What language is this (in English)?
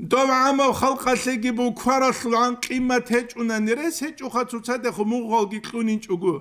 Avaric